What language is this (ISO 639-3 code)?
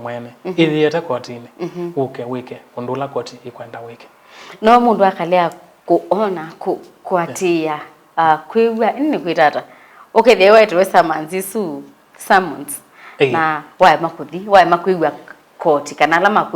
kam